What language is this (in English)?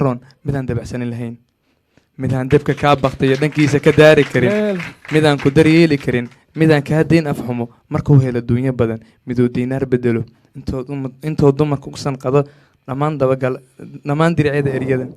Somali